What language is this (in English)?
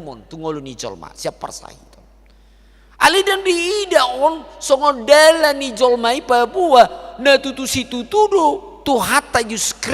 Batak Toba